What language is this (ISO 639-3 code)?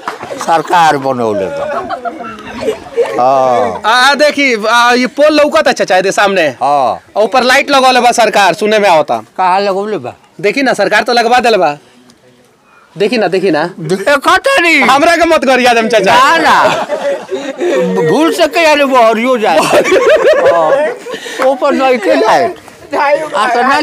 bho